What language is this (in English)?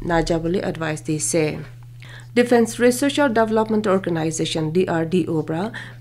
Naga Pidgin